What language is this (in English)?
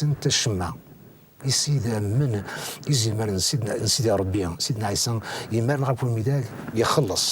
Kabyle